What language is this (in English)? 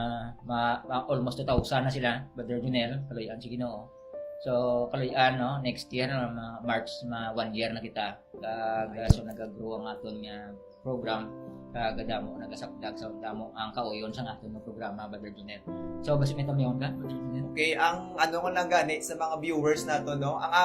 Hiligaynon